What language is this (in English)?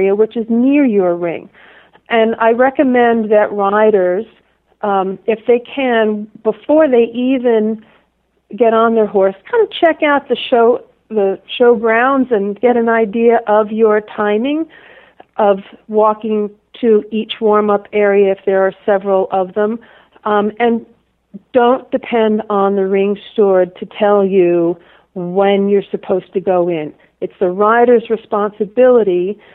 English